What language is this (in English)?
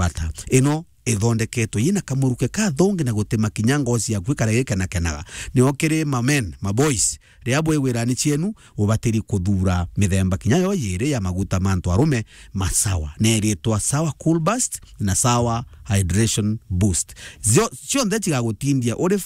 Meru